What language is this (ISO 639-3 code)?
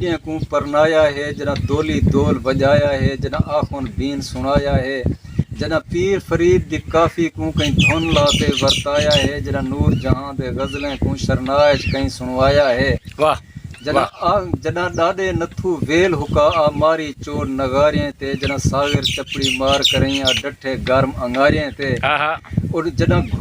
skr